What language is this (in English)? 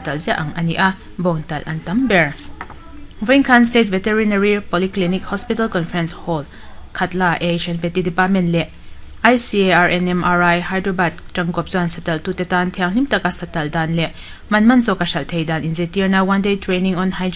Mizo